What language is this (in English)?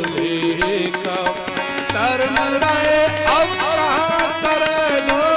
Punjabi